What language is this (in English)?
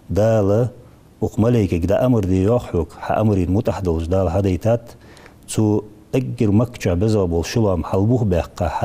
Ingush